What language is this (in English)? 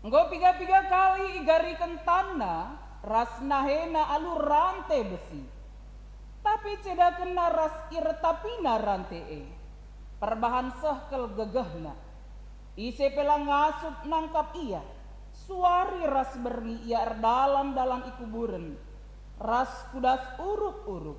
Batak Karo